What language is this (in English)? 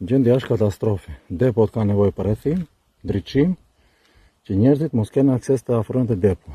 Albanian